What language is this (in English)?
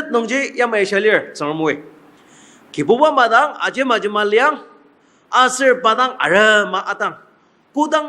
Ao Naga